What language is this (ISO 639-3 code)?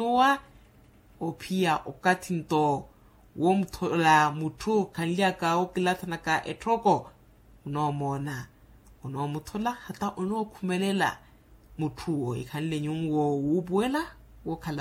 vmw